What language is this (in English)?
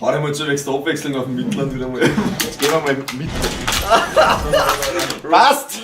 Bavarian